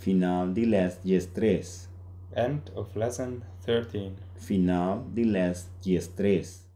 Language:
Papiamento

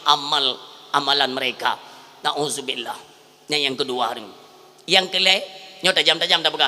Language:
Achinese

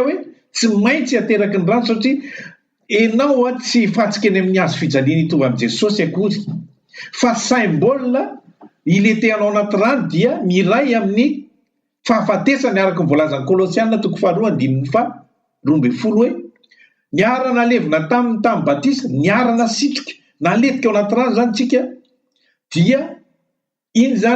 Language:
Malagasy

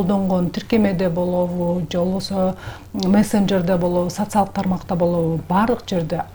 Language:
Kyrgyz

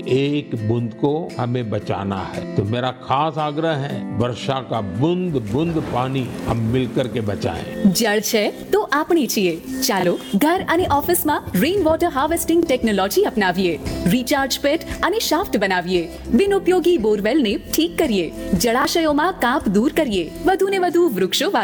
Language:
Gujarati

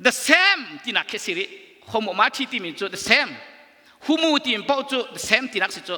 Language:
Hakha Chin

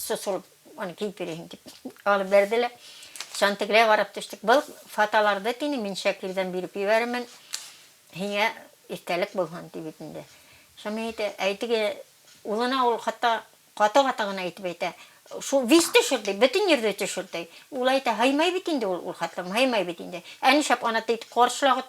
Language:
Bashkir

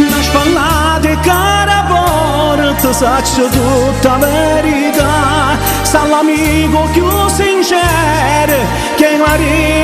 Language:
Neapolitan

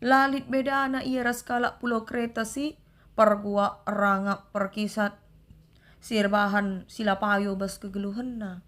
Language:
Batak Karo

